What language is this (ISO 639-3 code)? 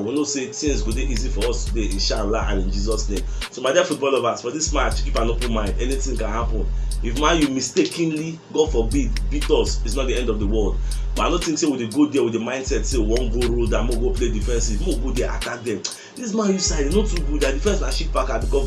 pcm